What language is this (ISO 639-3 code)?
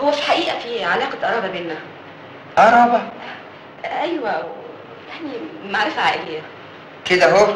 arz